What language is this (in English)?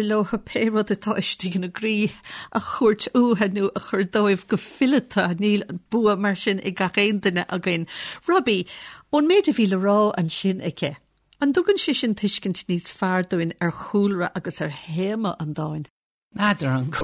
Irish